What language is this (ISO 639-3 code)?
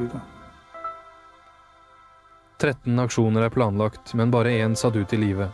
nor